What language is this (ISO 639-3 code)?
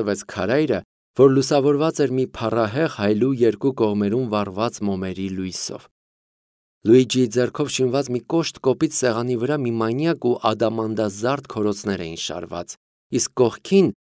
hye